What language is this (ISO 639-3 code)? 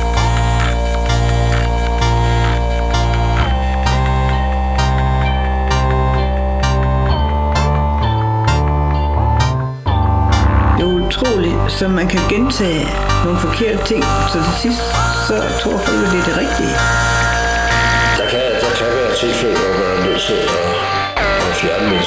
dan